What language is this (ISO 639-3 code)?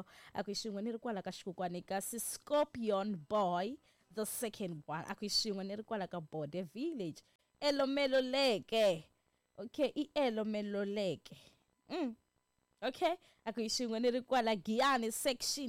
tso